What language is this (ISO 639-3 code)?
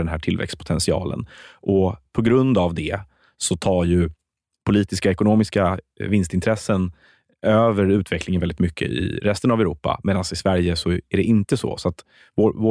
swe